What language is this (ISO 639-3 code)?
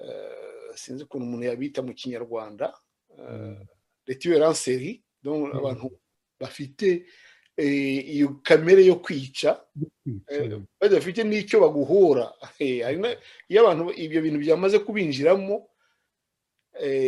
kin